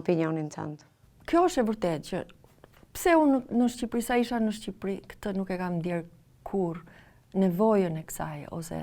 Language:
Albanian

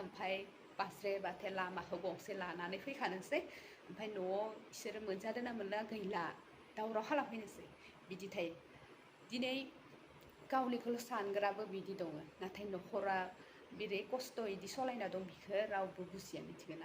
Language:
Bodo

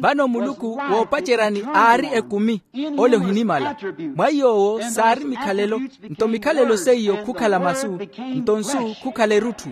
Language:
Makhuwa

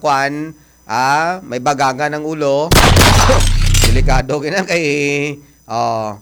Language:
Hiligaynon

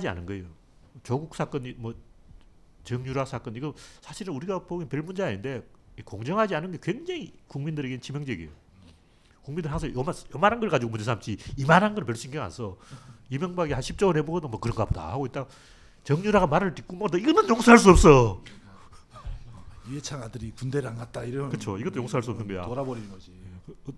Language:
Korean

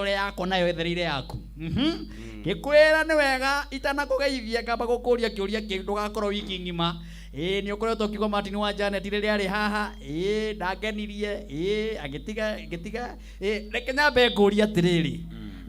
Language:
Kikuyu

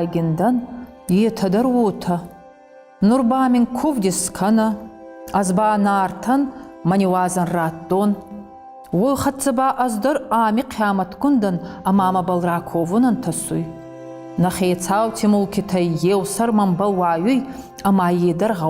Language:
Ossetic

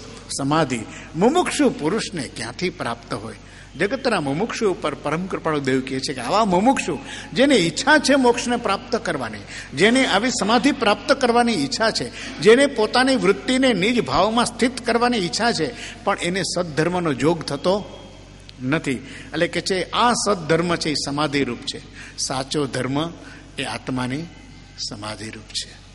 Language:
Gujarati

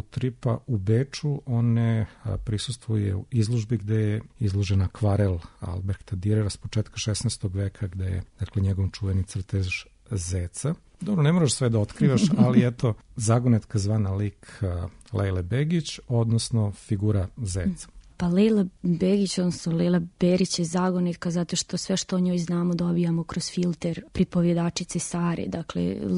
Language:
Serbian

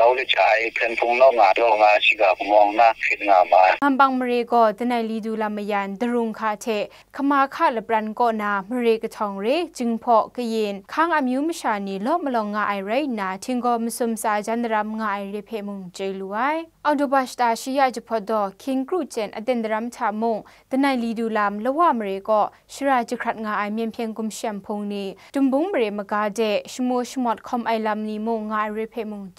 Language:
Kachin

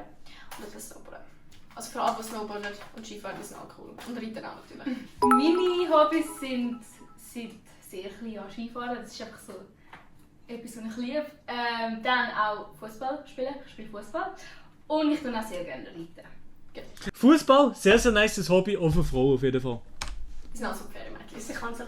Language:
Swiss German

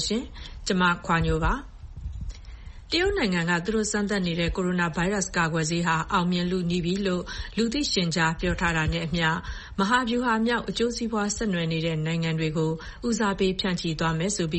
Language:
Burmese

